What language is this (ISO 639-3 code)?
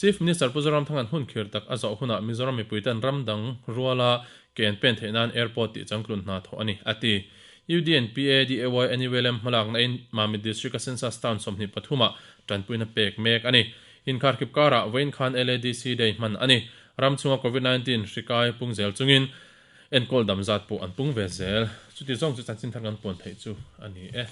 lus